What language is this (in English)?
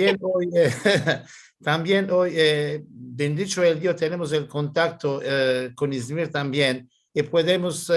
Ladino